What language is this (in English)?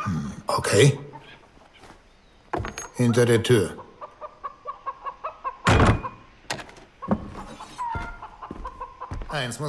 German